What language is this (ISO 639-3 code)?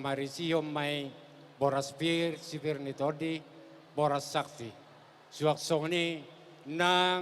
bbc